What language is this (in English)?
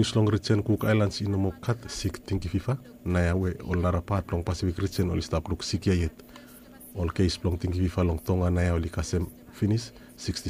Bislama